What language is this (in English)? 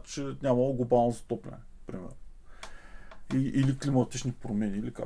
Bulgarian